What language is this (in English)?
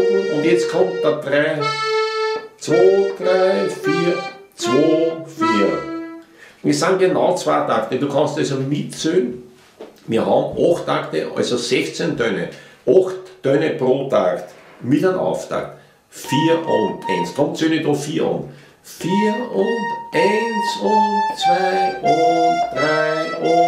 Bavarian